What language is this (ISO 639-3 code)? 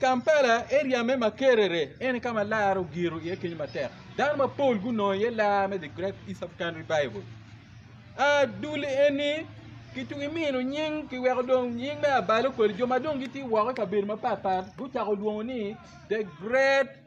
ach